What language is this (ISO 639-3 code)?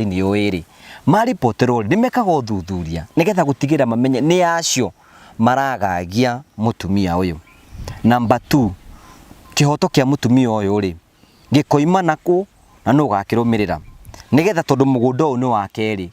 kik